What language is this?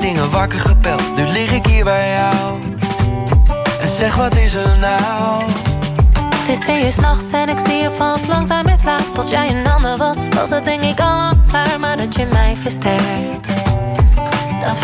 Dutch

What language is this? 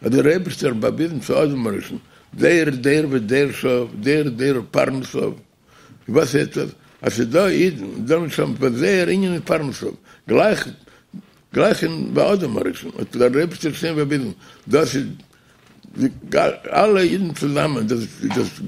Yiddish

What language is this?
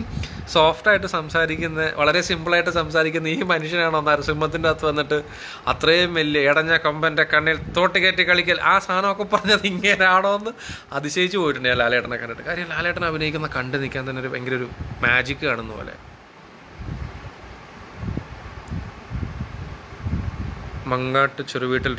Malayalam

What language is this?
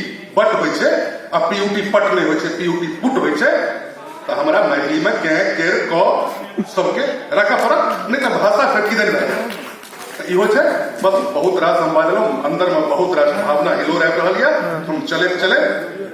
Maithili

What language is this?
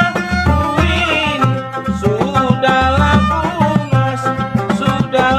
Banjar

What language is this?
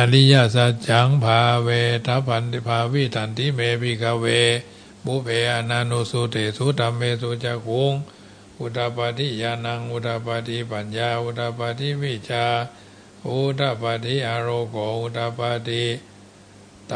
Pali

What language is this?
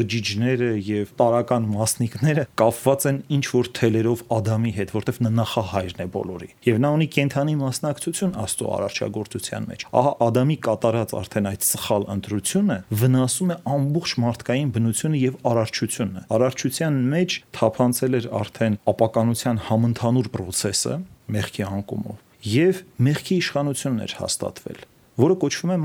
Armenian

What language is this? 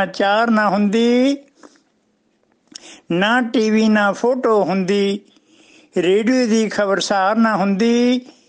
Punjabi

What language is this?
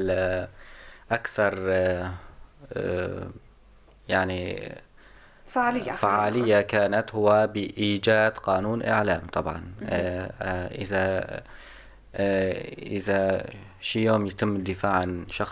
North Levantine Arabic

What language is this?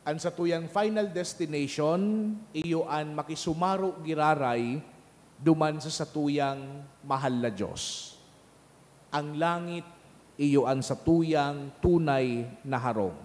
Bikol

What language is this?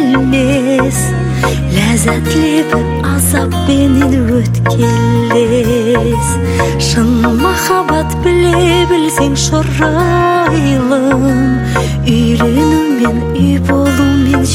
Kazakh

